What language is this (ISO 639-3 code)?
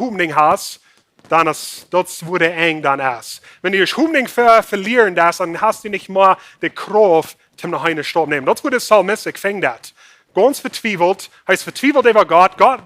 pdt